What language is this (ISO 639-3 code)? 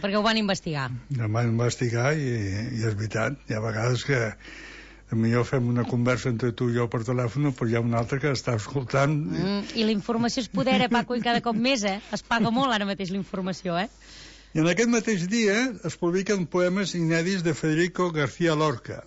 cat